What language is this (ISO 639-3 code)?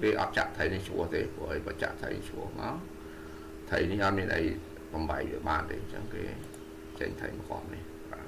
khm